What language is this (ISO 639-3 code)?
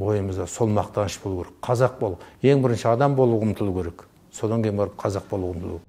kaz